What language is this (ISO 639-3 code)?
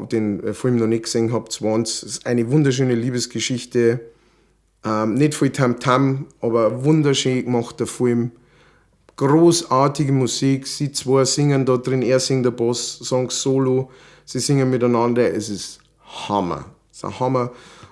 bar